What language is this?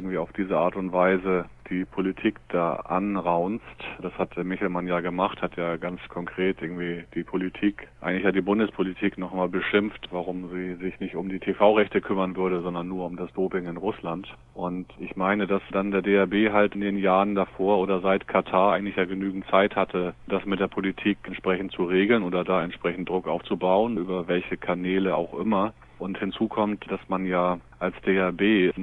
German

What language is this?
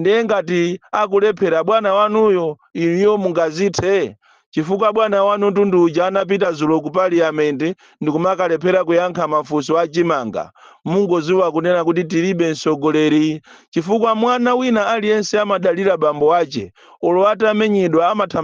Nyanja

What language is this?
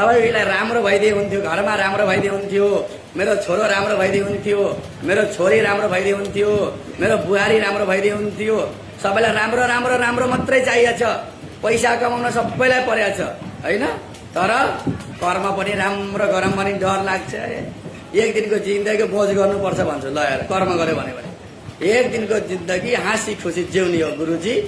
Nepali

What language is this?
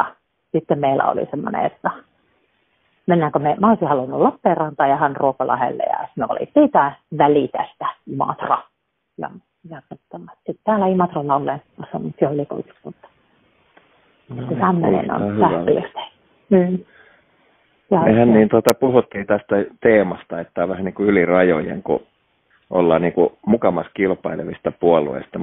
Finnish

